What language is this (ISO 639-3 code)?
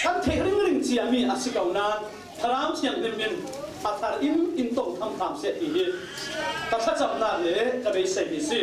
cfm